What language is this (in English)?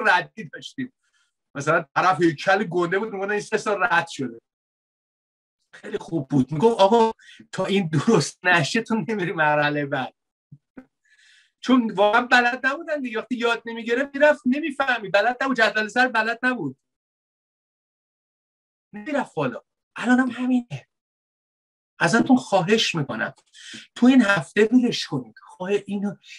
Persian